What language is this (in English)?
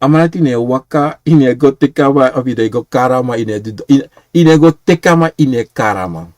Sranan Tongo